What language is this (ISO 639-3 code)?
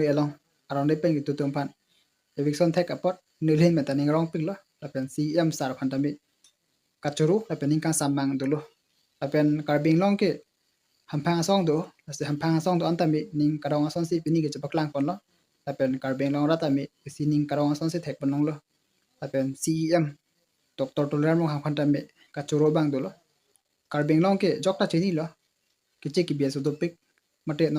mjw